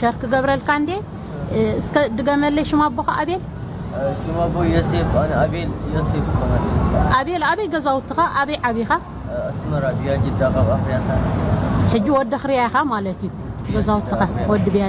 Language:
Tigrinya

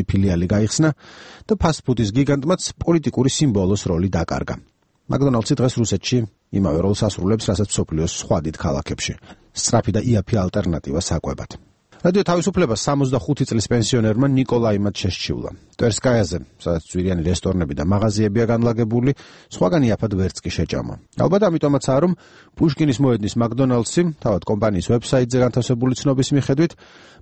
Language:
Georgian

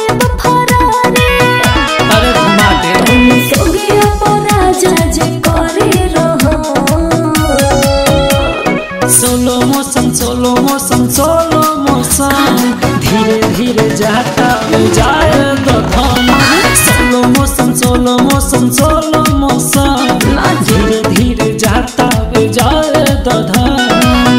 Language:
Bhojpuri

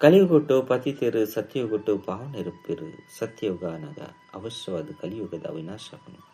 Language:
Tulu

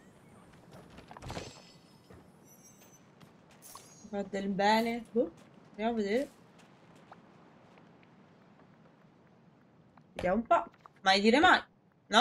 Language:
Italian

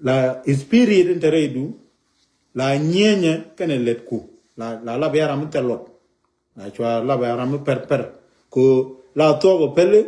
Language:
Nuer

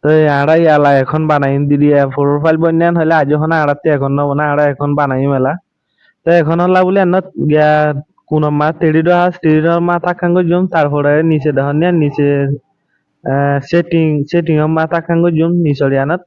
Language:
Rohingya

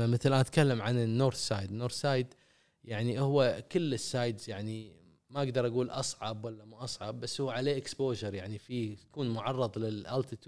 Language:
Gulf Arabic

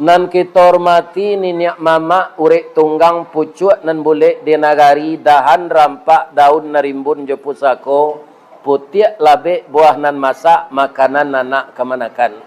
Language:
Minangkabau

